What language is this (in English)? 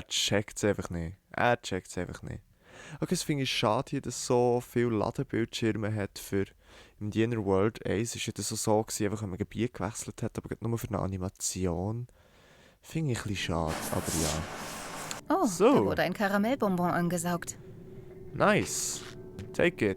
Swiss German